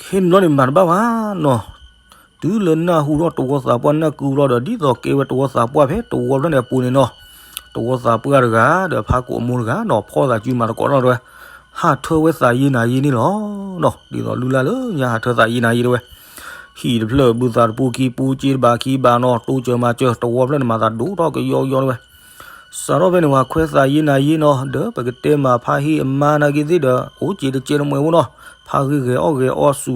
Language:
S'gaw Karen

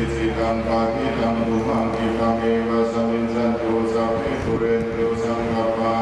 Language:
Pali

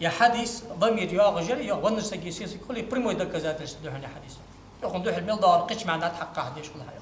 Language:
Ingush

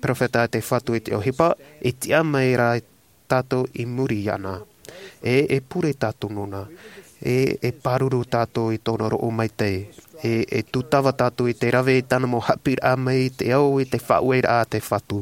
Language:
Tahitian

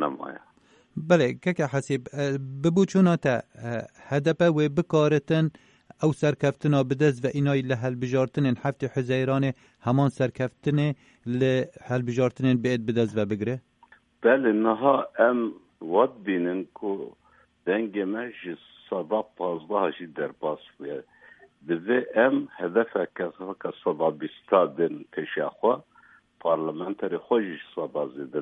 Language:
Kurdish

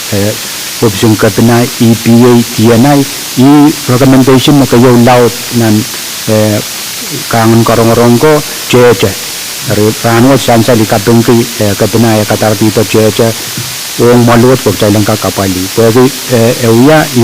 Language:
Pohnpeian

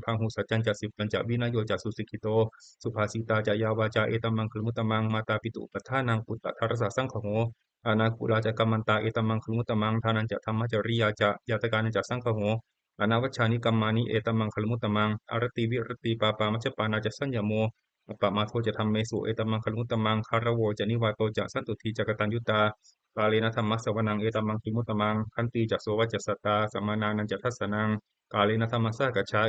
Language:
Pali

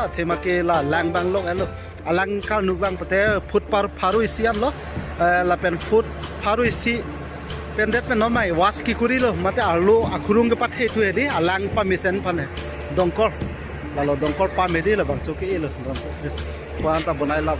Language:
Karbi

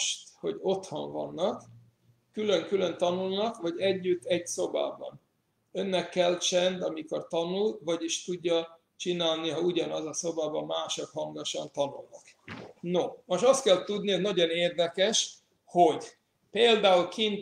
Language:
Hungarian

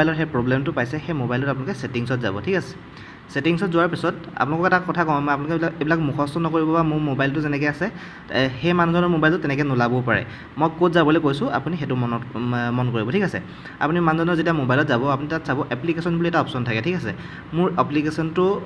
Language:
Assamese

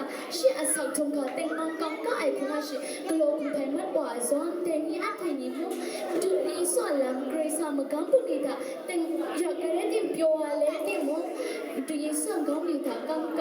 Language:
Kachin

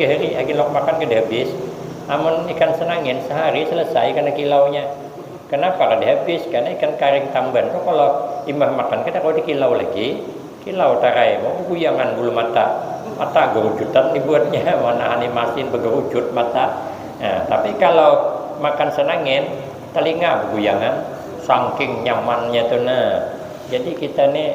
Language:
Banjar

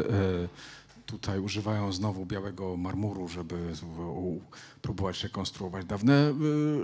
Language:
Polish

